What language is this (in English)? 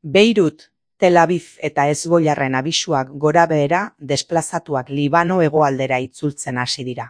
Basque